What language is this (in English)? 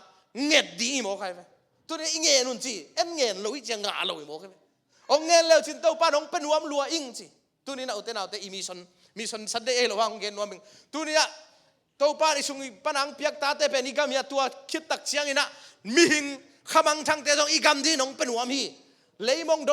Tedim Chin